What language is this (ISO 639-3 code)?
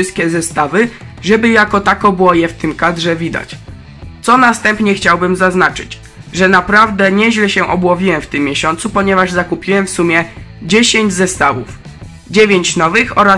pol